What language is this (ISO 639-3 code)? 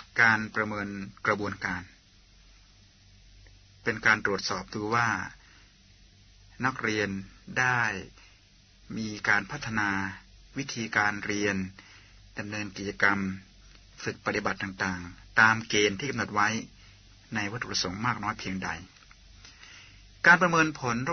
tha